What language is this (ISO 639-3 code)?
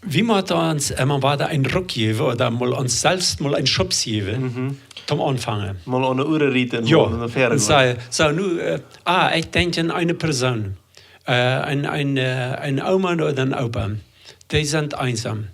pdt